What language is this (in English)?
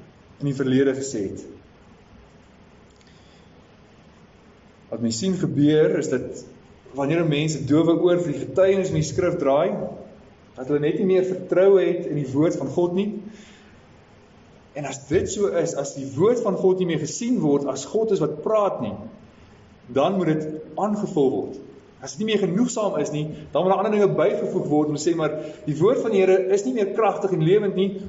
Afrikaans